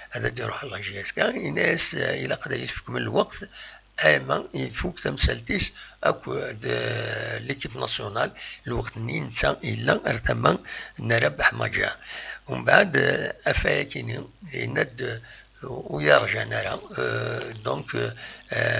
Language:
Kabyle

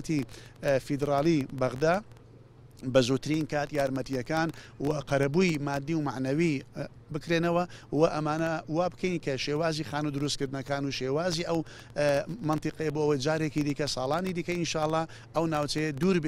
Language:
Central Kurdish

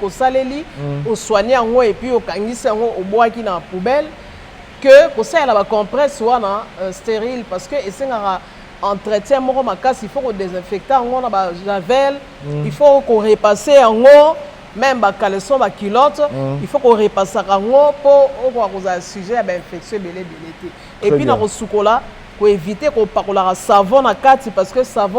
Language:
Lingala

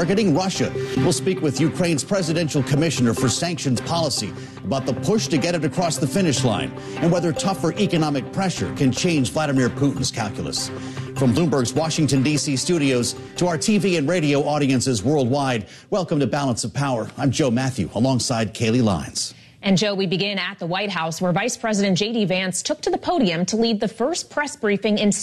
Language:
English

